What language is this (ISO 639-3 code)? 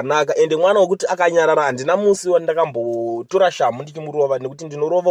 sna